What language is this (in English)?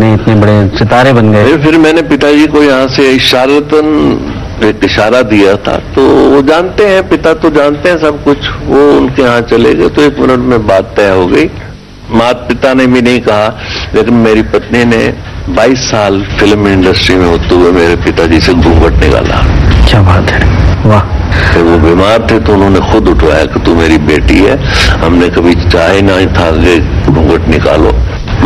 Hindi